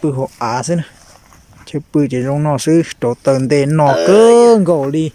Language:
Hmong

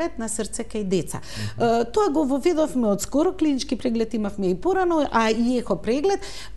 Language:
Macedonian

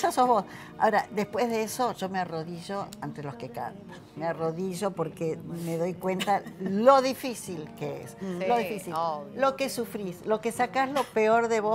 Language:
Spanish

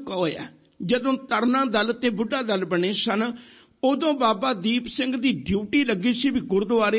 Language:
Punjabi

